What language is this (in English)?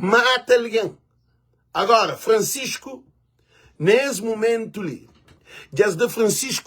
Kabuverdianu